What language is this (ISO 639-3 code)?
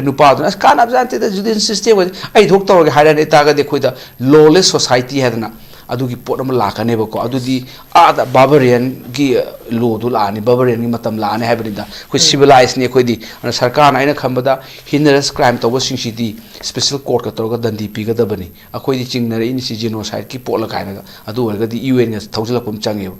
mni